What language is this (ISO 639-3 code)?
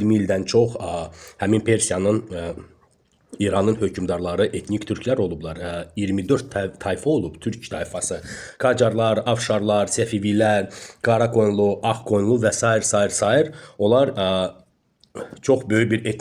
aze